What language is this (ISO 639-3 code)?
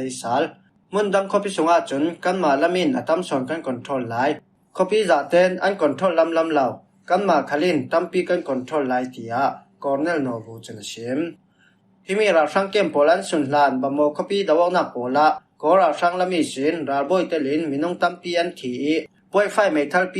cfm